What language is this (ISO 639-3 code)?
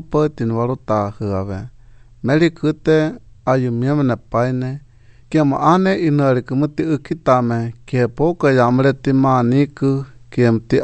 sqi